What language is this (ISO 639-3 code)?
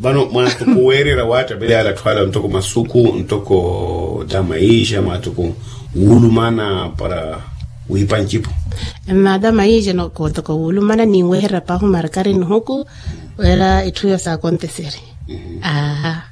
vmw